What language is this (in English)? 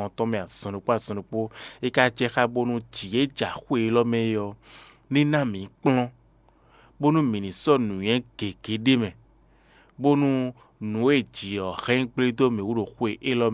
Fon